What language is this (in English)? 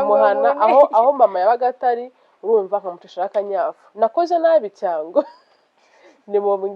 Kinyarwanda